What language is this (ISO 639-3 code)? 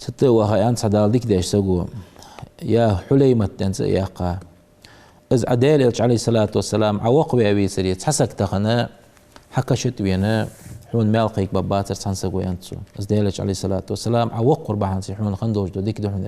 inh